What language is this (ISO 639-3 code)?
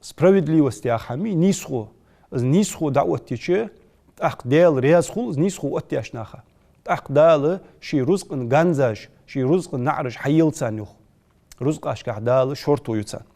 inh